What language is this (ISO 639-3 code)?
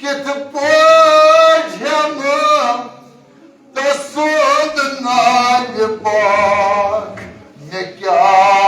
kas